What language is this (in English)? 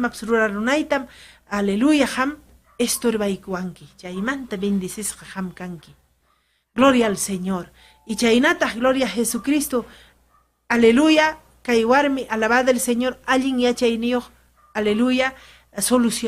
Ayacucho Quechua